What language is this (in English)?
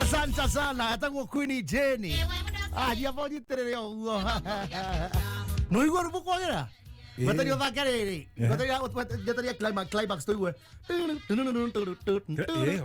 Kikuyu